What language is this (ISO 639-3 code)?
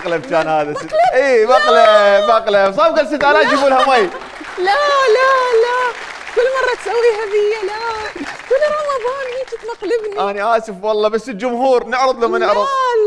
acm